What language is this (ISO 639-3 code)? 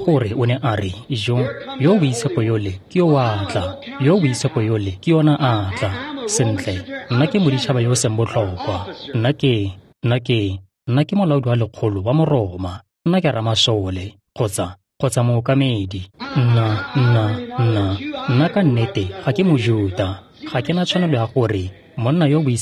tsn